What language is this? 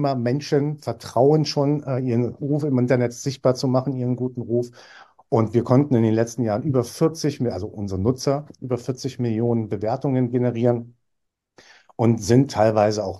German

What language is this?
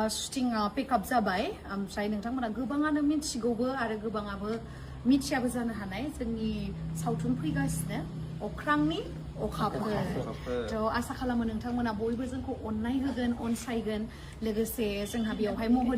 Bodo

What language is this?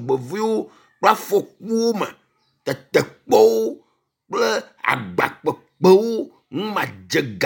Ewe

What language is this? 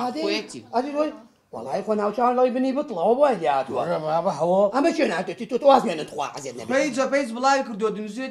Central Kurdish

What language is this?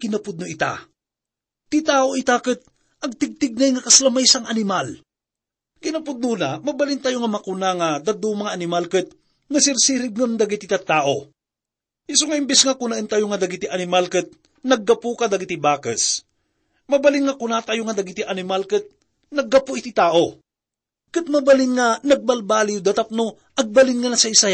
Iloko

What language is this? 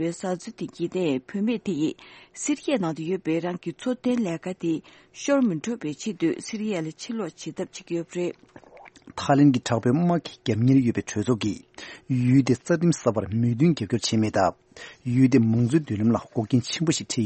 Tibetan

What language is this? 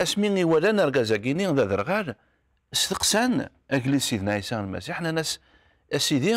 Kabyle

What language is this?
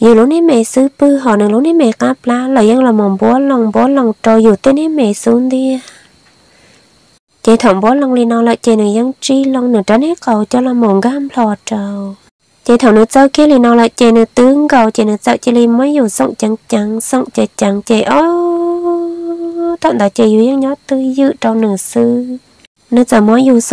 Vietnamese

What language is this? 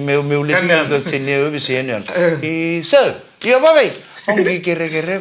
Fijian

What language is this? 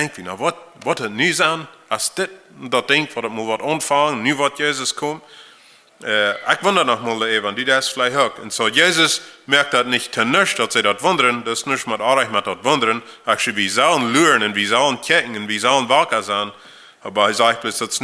Plautdietsch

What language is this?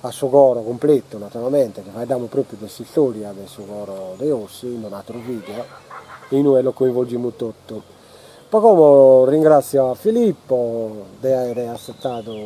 Sardinian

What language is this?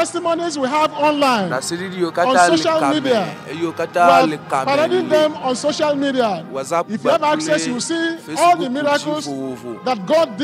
Ewe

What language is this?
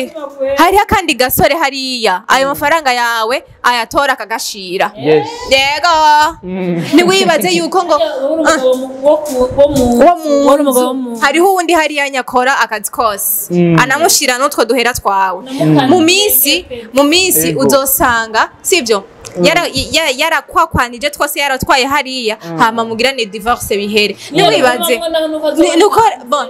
Rundi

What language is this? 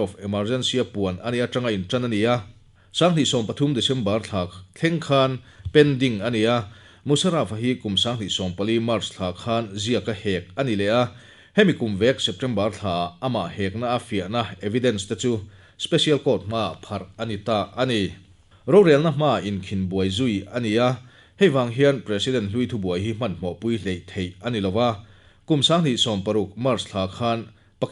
Mizo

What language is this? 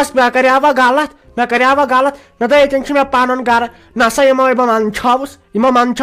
Kashmiri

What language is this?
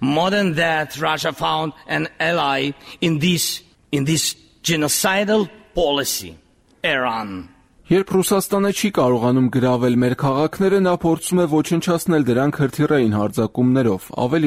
Armenian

